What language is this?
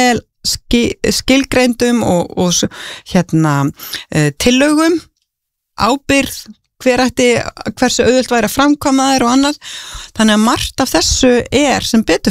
Icelandic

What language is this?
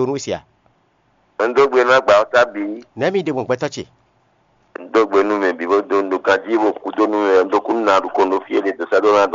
Fon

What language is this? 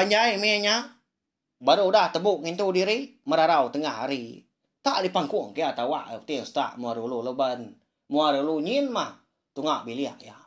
Iban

